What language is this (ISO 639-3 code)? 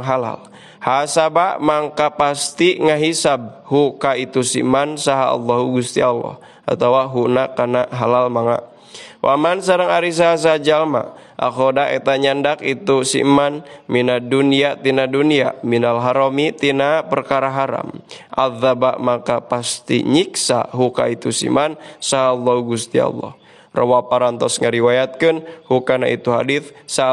sun